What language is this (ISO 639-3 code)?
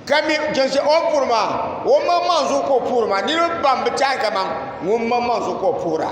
dag